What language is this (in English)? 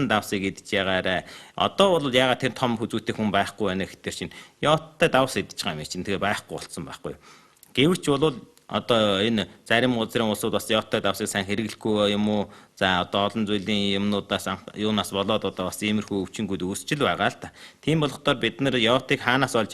Mongolian